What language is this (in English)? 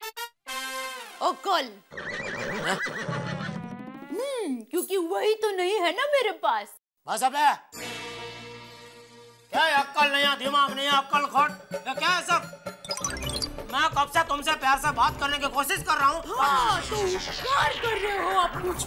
Hindi